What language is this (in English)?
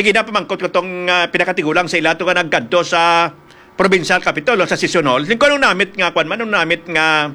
Hiligaynon